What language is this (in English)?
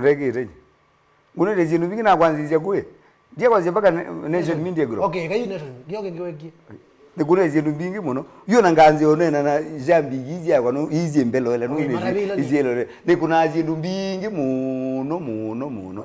Kamba